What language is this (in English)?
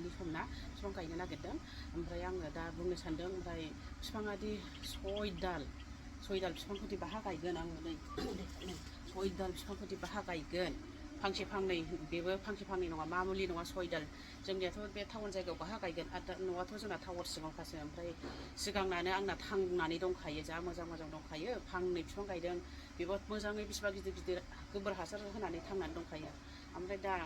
Bodo